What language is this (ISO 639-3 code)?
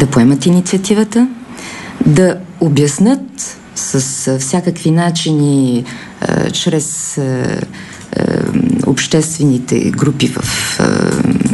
bul